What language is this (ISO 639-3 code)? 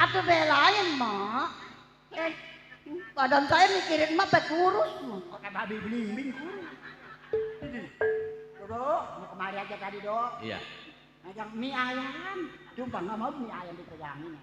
bew